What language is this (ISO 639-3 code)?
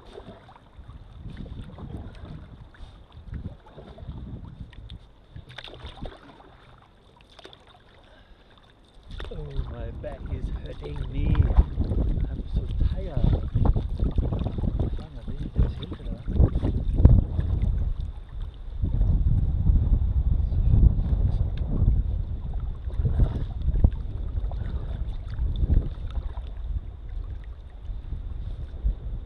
dan